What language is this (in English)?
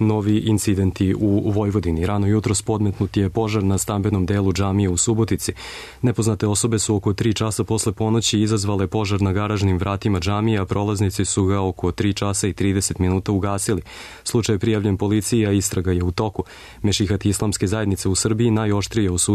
Serbian